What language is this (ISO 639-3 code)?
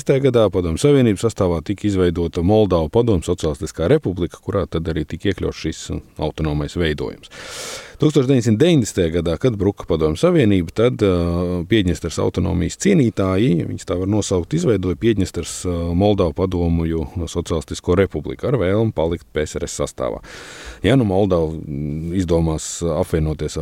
lav